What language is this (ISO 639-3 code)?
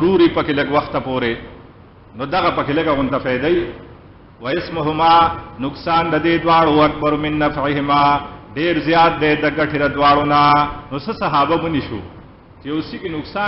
pus